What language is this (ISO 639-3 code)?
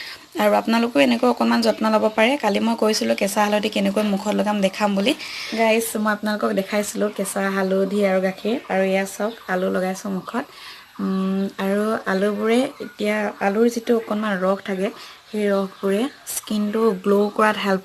asm